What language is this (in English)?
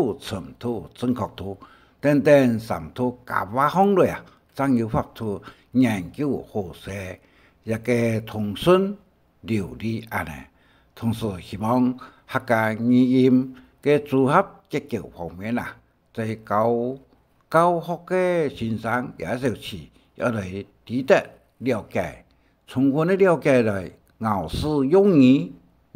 Hakka Chinese